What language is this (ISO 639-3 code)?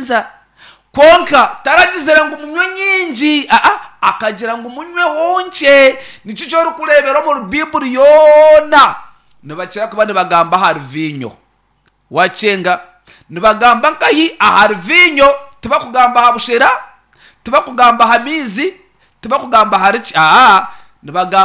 nyn